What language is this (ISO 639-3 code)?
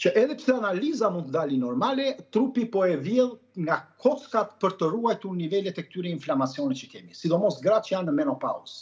sqi